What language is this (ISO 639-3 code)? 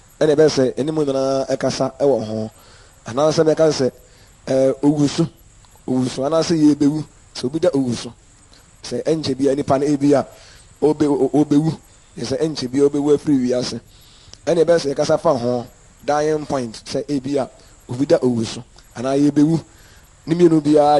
aka